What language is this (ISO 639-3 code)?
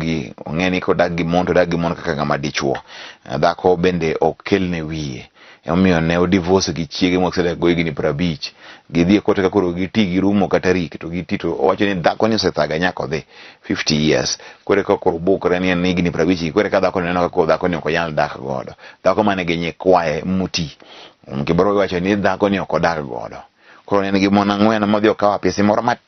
luo